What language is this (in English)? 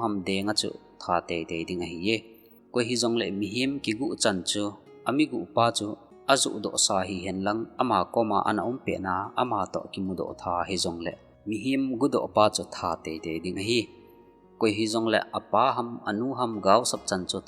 Thado Chin